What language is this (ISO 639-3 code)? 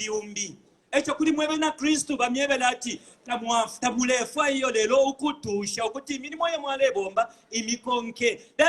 bem